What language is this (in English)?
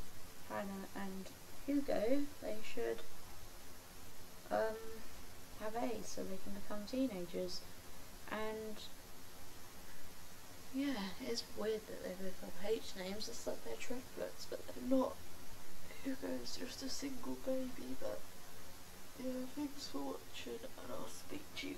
English